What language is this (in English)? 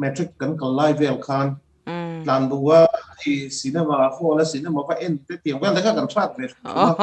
Mizo